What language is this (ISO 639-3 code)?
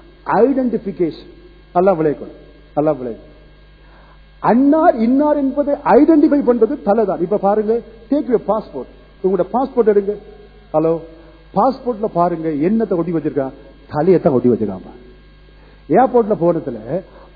tam